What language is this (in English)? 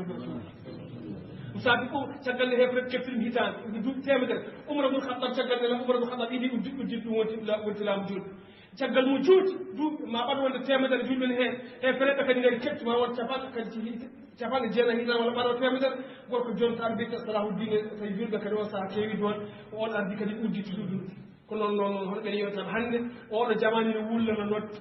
Fula